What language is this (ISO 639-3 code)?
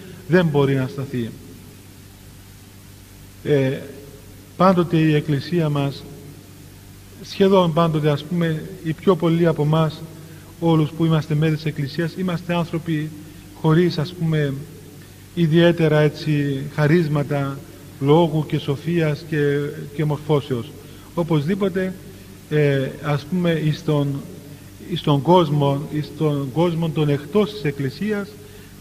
ell